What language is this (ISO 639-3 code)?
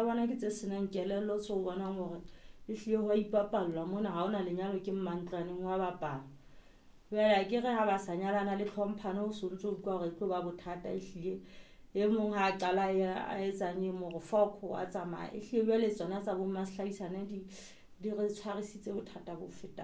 sot